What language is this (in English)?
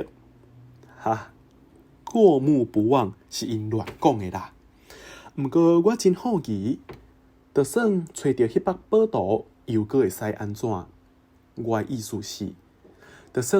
Min Nan Chinese